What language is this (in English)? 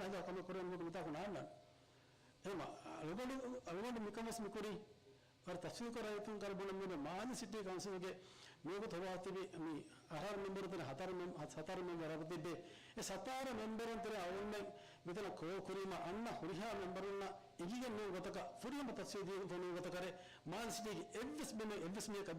Divehi